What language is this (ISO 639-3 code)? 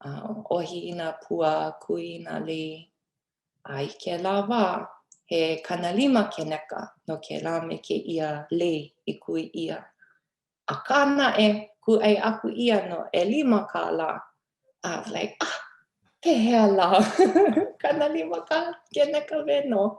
haw